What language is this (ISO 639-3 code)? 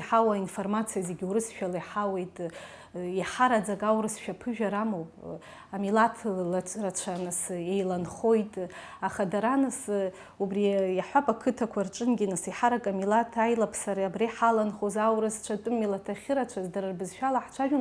abk